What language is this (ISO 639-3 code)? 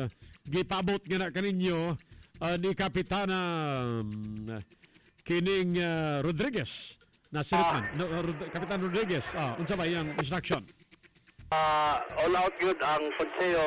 ceb